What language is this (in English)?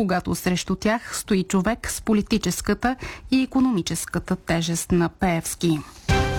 Bulgarian